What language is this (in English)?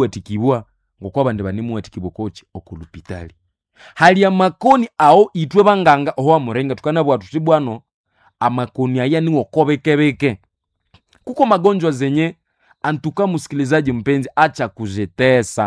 Nande